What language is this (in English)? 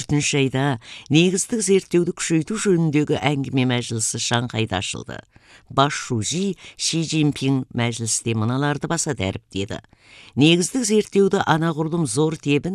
Kazakh